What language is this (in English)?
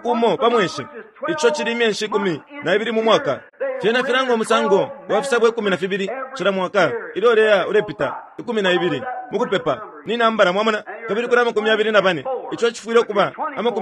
Bemba